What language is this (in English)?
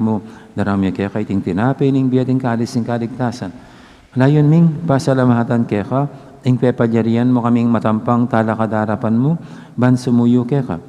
Pampanga